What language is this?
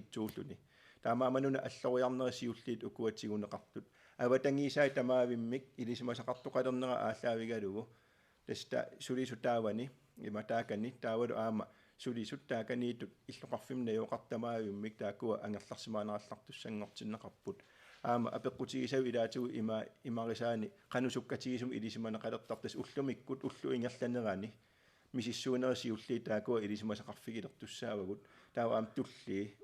Kalaallisut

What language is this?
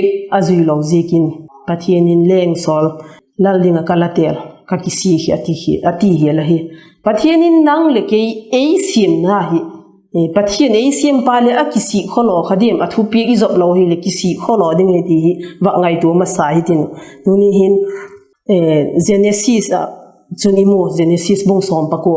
Vaiphei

